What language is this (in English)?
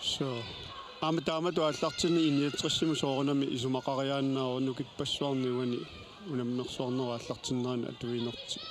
Kalaallisut